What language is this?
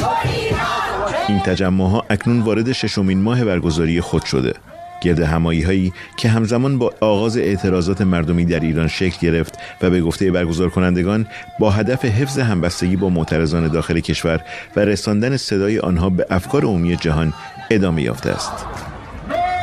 Persian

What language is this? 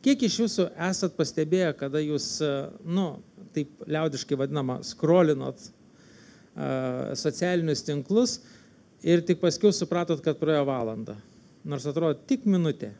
Lithuanian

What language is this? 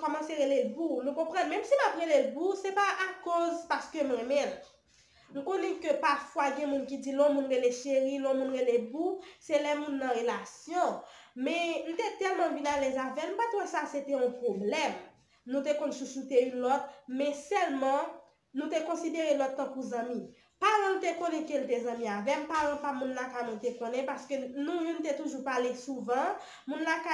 Haitian Creole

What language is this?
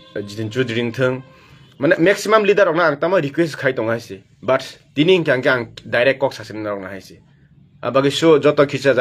Kok Borok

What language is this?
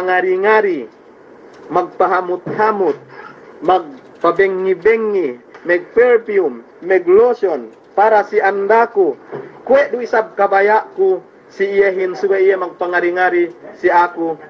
Yakan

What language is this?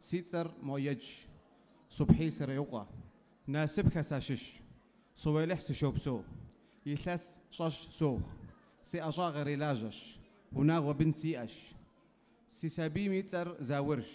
Kabardian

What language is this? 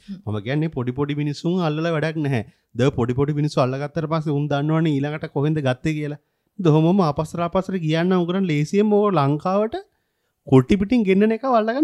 Sinhala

